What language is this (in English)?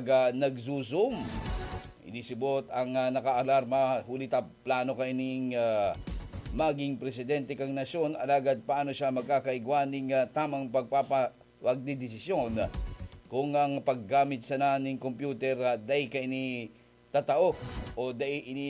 Bikol